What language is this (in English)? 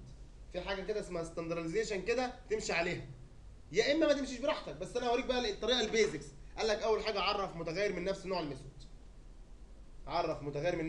Egyptian Arabic